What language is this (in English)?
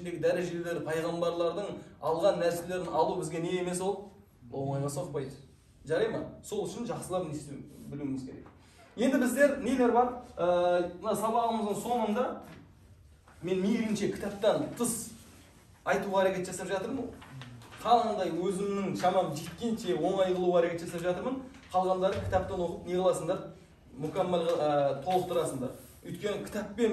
Kazakh